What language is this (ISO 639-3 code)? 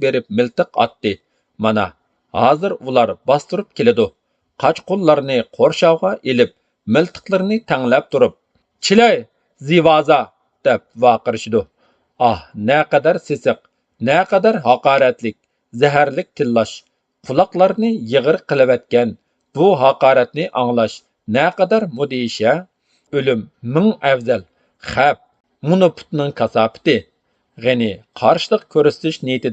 uig